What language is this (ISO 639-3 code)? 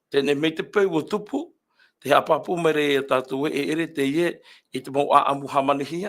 tah